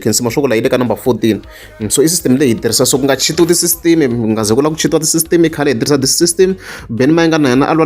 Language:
Tsonga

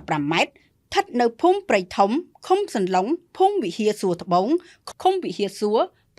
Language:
Khmer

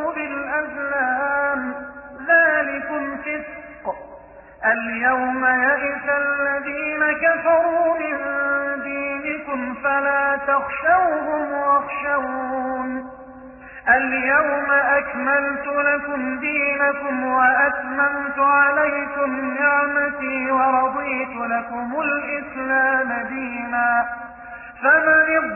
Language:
Arabic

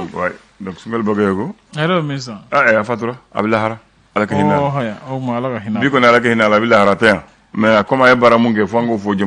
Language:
Bambara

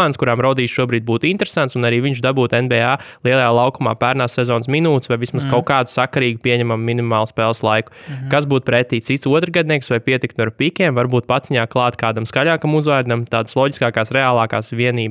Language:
Latvian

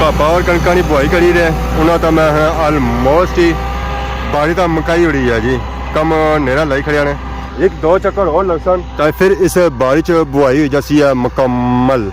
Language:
Pahari-Potwari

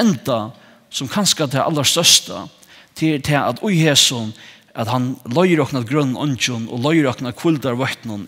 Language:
Faroese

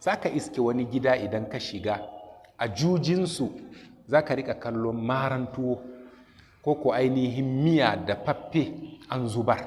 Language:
Hausa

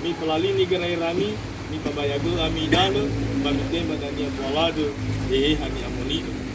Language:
Nias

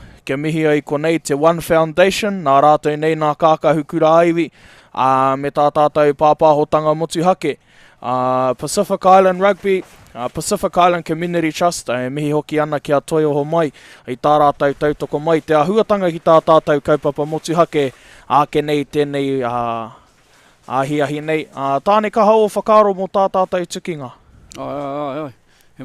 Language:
Māori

